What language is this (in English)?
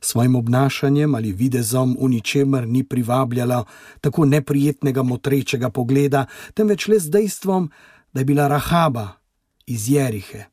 Slovenian